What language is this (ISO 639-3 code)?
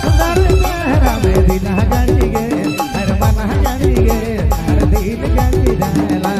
sck